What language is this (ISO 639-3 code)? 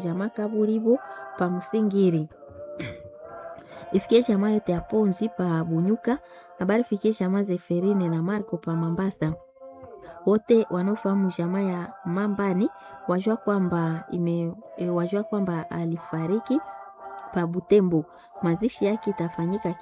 swa